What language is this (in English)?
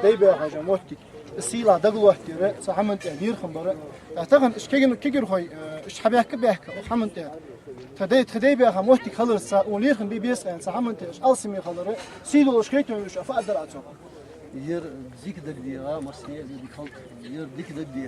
Ingush